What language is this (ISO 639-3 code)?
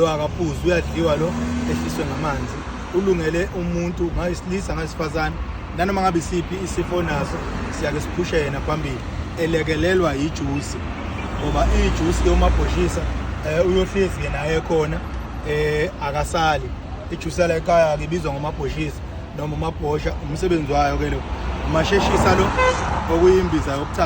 zul